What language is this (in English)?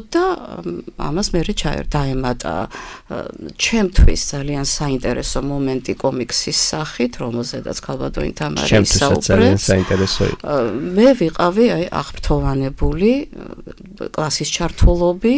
Georgian